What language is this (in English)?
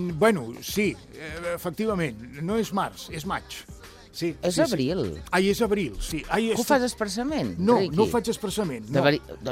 Catalan